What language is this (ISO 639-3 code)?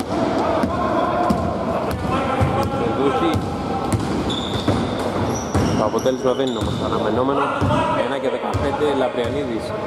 ell